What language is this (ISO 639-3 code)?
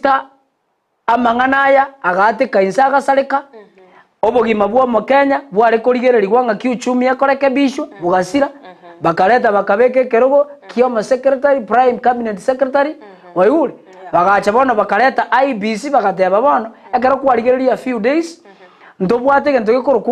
guz